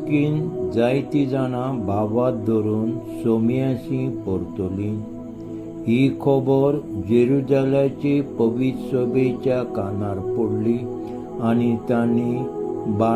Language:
Konkani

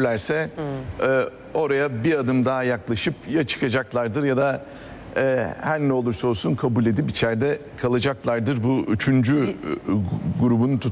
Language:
Turkish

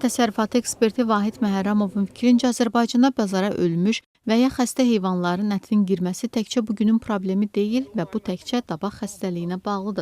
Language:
Azerbaijani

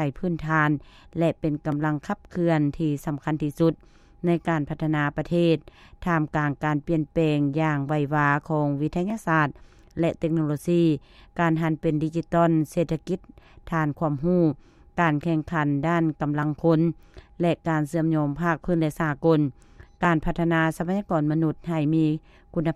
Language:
Lao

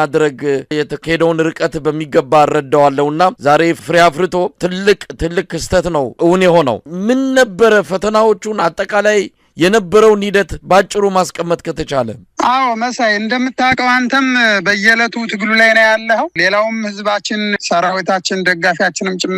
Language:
Amharic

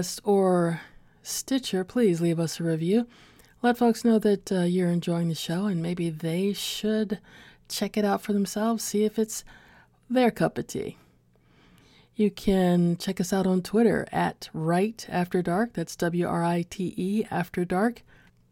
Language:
English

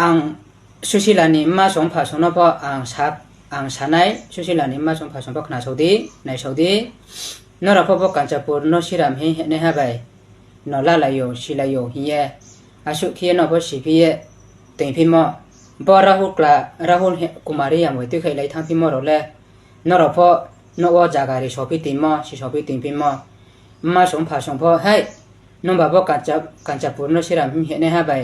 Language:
Riang (India)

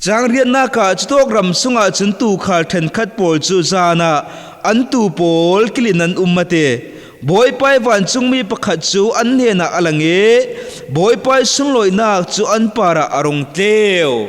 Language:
Falam Chin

